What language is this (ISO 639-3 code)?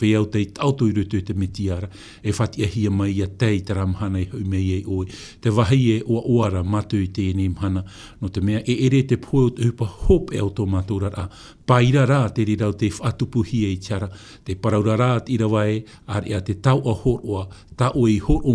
tah